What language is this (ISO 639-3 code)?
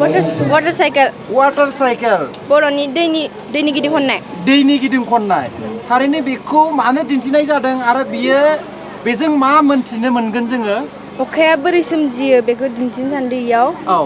brx